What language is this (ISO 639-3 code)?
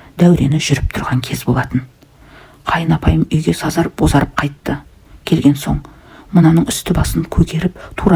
kaz